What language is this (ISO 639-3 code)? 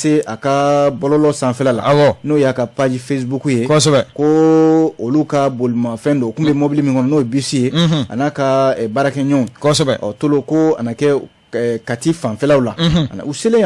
bam